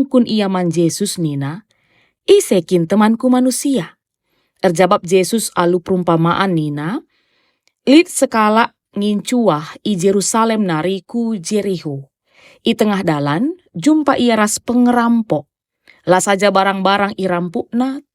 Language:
Batak Karo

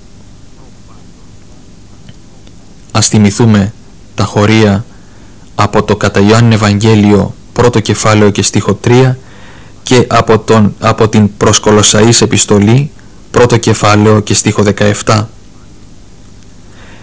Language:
Greek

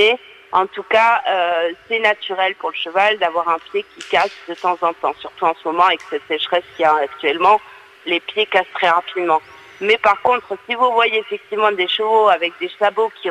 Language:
French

